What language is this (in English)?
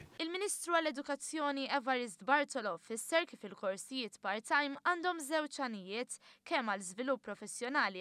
Maltese